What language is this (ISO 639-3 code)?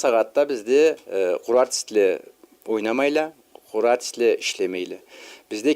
krc